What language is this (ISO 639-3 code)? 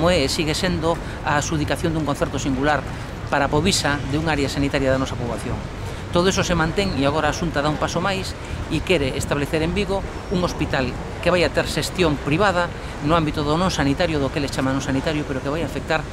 glg